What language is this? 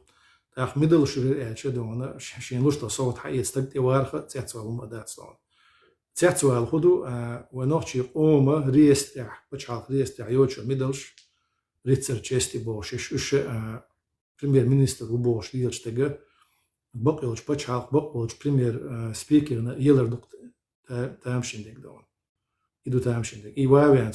Chechen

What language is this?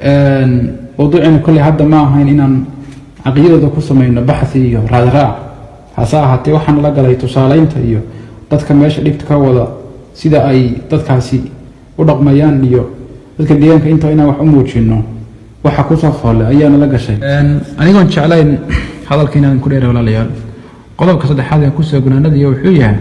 Somali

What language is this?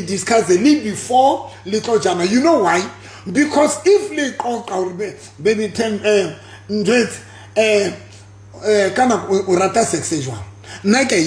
Southern Sotho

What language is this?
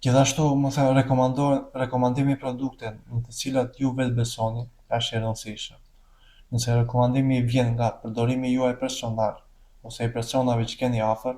Albanian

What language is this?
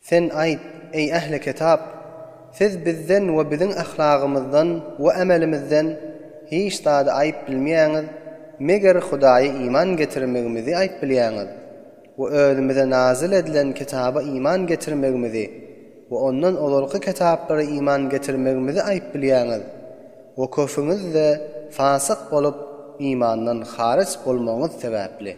Turkmen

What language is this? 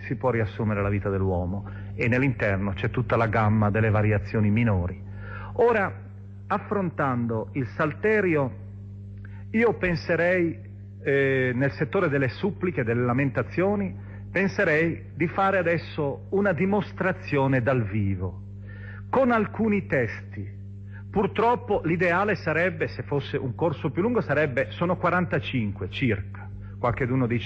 Italian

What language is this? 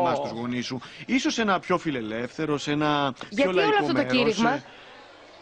Greek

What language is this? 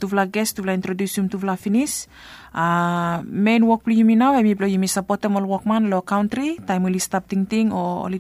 Bislama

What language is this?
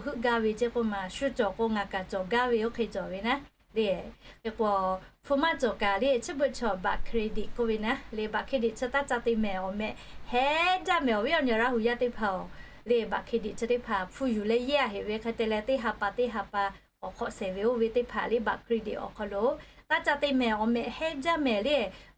Lahu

